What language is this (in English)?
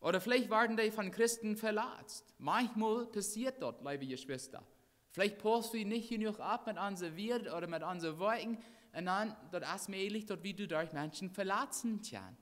Plautdietsch